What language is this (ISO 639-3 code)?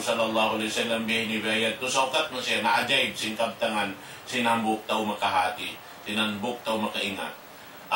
tsg